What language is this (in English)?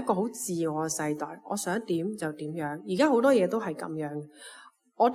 Cantonese